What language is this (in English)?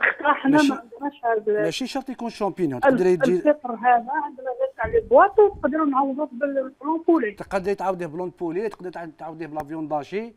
Algerian Arabic